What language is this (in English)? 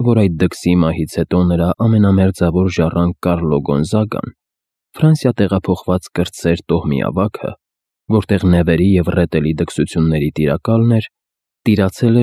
Armenian